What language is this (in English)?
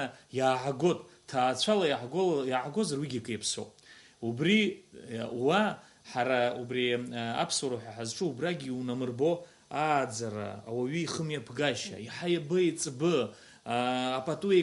Abkhazian